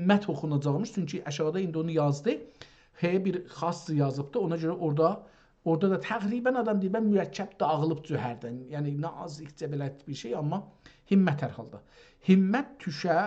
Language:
South Azerbaijani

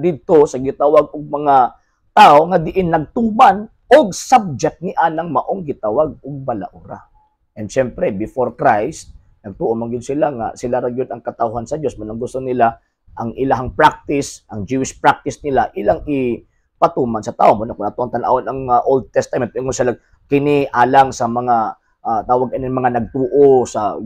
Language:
Cebuano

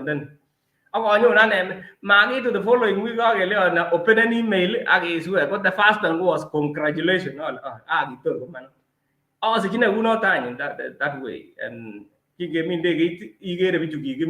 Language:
Kalenjin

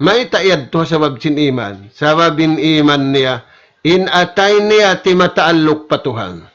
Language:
Tausug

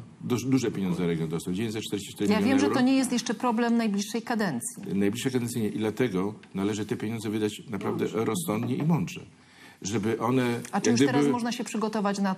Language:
Polish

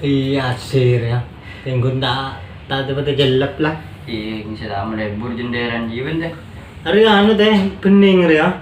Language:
Madurese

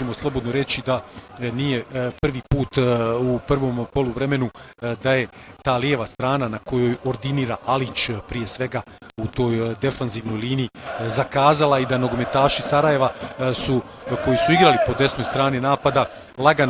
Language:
Bosnian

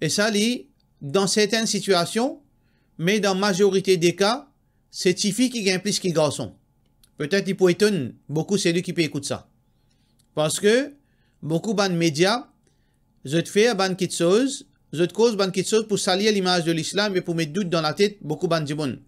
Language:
Morisyen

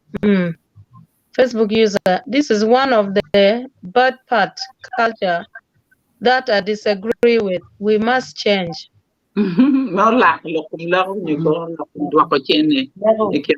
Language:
Acoli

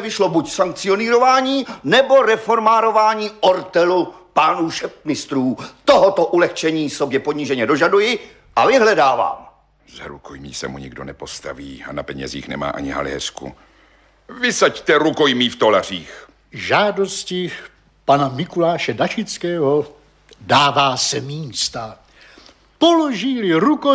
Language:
Czech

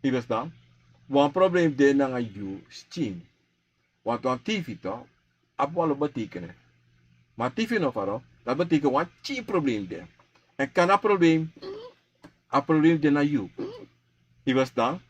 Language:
Sranan Tongo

